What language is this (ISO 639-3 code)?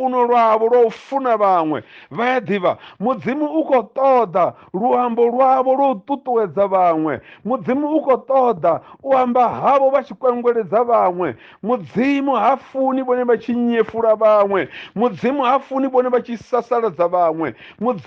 ven